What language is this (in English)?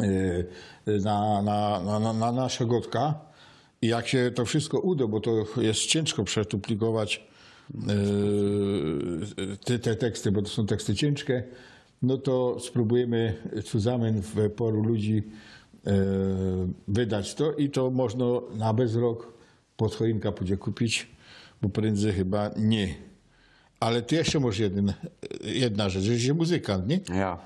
Silesian